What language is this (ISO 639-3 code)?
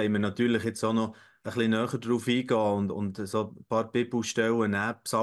gsw